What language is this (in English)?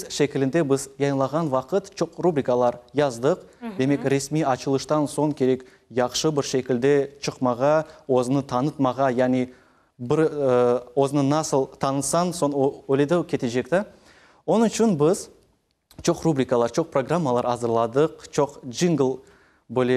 Crimean Tatar